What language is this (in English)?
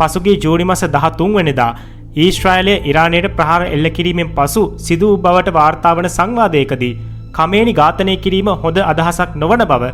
Sinhala